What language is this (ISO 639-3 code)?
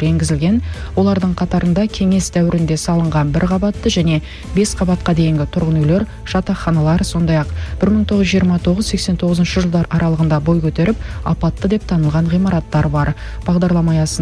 kaz